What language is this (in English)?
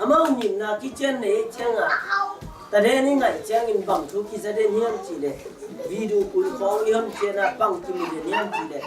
Tedim Chin